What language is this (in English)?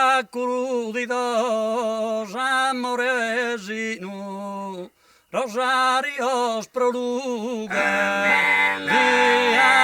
Sardinian